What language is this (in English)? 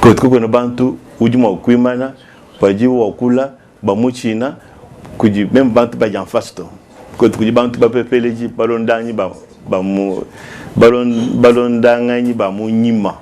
Luba-Lulua